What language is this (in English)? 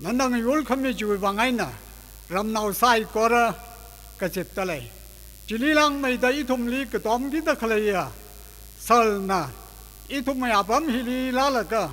Tangkhul Naga (India)